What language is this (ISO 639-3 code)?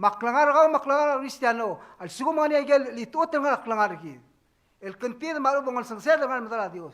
pau